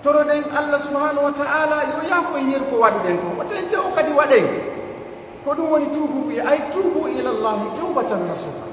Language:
Pular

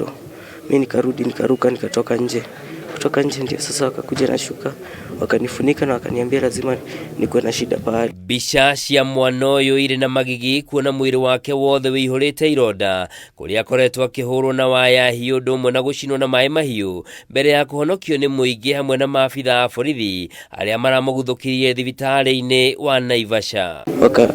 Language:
Kikuyu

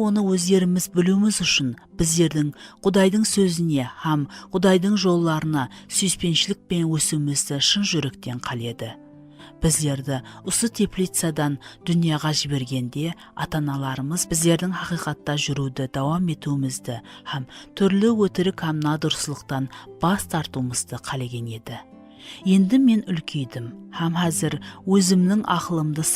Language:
Kara-Kalpak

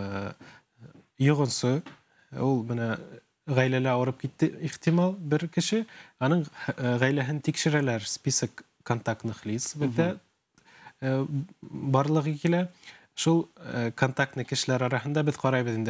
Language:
Bashkir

